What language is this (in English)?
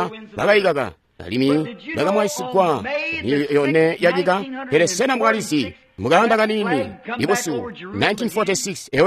Tonga (Zambia)